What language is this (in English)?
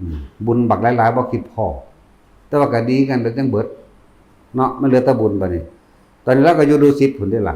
Northeastern Thai